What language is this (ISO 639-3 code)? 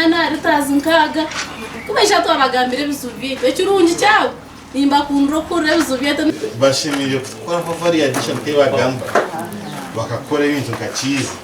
nyn